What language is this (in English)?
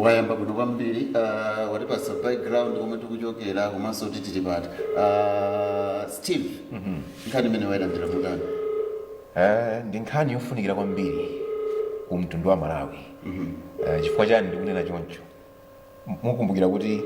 Nyanja